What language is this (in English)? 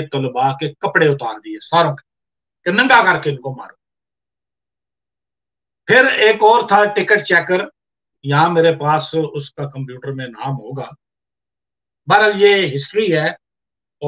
Urdu